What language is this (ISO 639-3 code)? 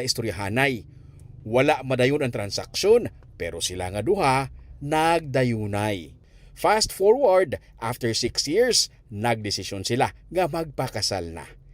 hil